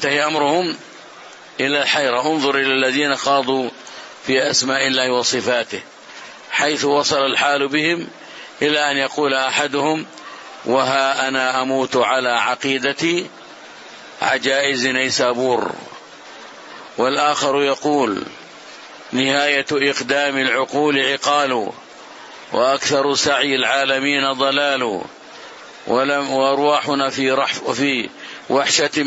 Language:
Arabic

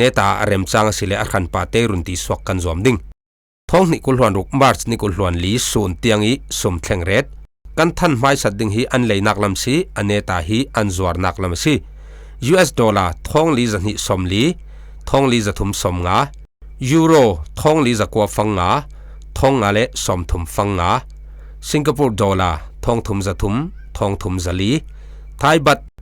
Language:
Falam Chin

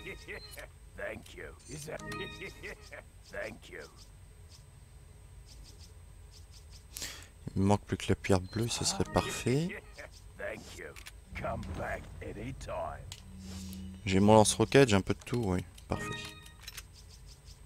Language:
French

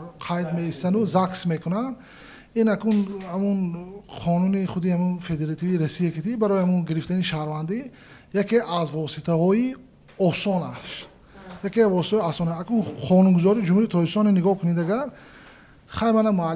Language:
Tajik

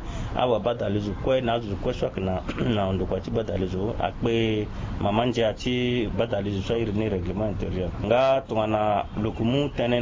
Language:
Sango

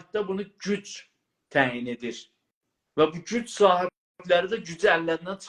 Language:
South Azerbaijani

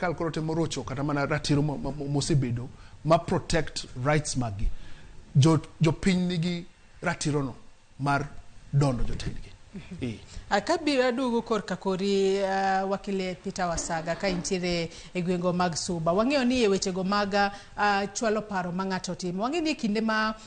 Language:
Luo (Kenya and Tanzania)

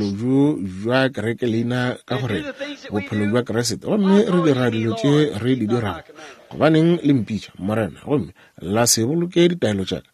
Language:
Northern Sotho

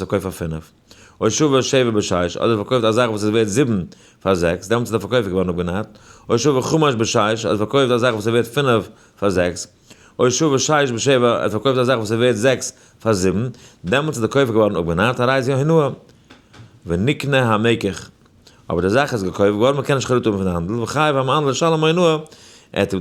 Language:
Yiddish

